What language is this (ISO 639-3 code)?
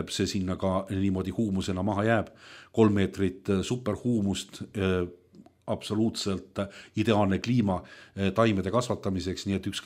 est